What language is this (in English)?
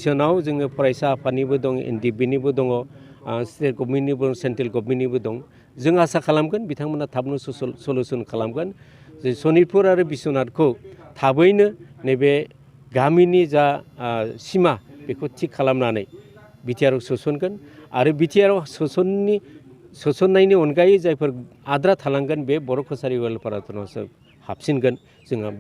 Bodo